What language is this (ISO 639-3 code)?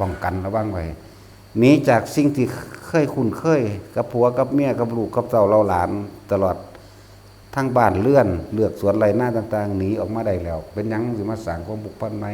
tts